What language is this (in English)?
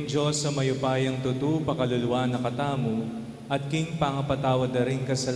Pampanga